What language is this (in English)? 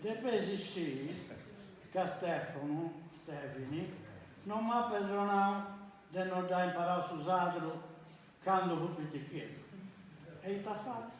Sardinian